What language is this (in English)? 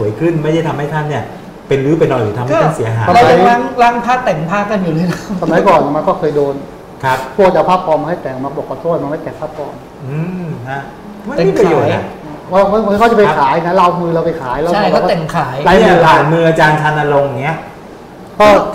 Thai